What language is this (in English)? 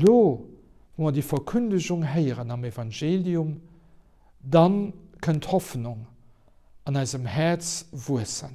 Luxembourgish